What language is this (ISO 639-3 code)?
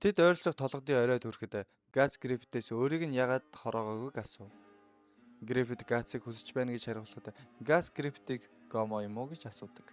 mon